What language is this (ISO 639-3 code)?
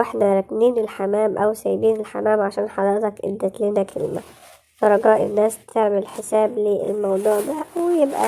arz